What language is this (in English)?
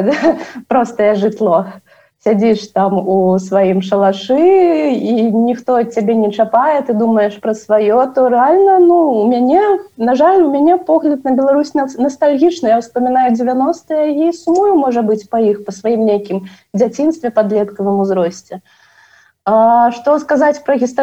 Belarusian